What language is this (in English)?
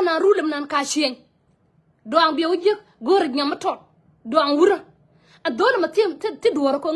Nuer